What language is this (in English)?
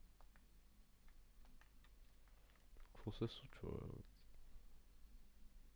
Bulgarian